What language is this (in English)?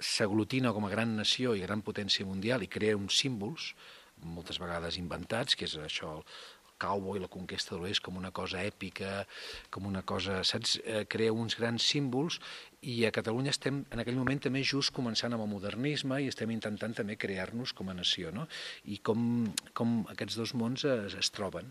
Catalan